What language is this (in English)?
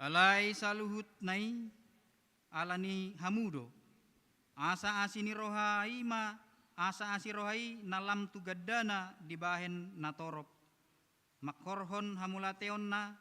Batak Toba